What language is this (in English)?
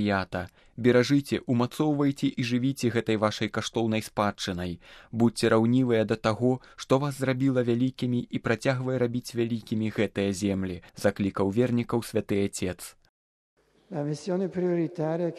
Belarusian